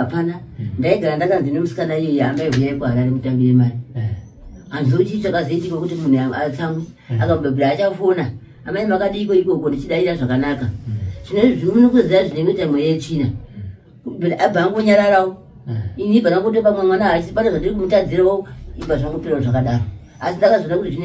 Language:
Shona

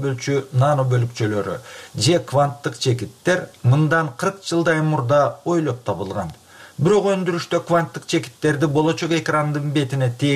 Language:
Kyrgyz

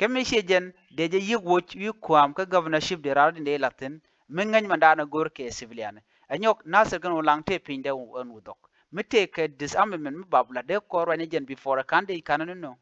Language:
Nuer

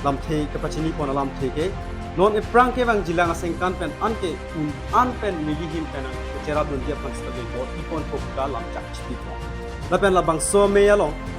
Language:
Karbi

